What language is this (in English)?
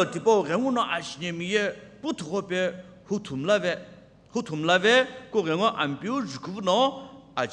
Sumi Naga